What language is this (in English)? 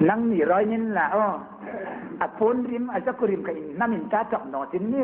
Hmar